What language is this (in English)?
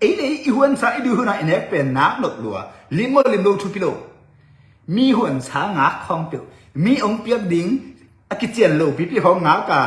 Tedim Chin